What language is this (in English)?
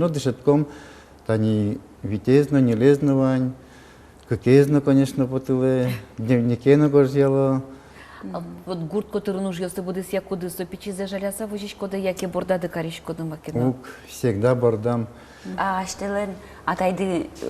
Udmurt